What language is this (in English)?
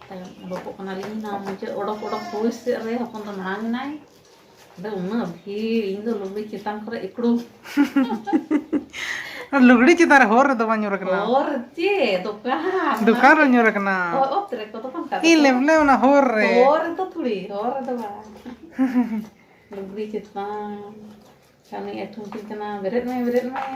Santali